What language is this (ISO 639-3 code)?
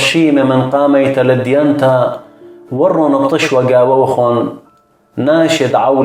aii